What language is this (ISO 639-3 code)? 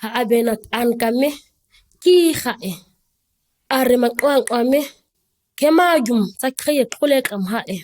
gnk